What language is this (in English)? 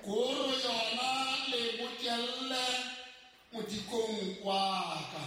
Southern Sotho